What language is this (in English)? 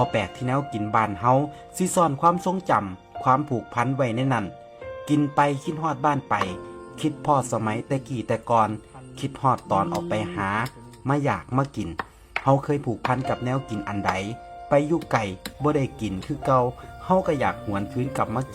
Northeastern Thai